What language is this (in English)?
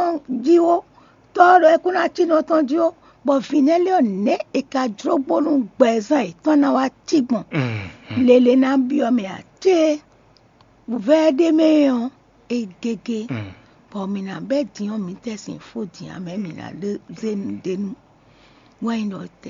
Fon